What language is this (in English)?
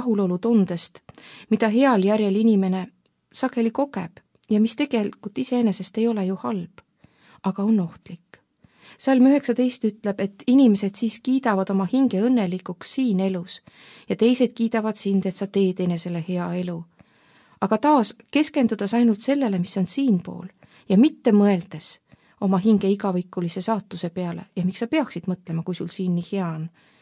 Estonian